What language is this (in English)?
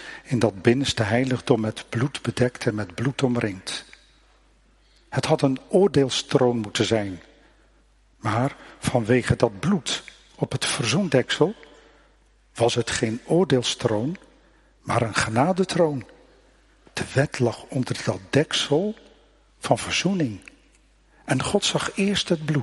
Dutch